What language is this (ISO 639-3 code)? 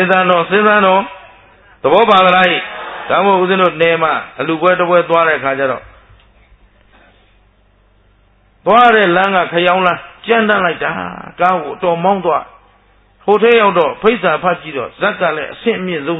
mya